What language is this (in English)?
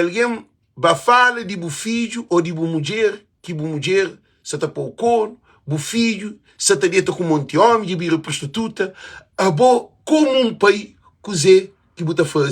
Kabuverdianu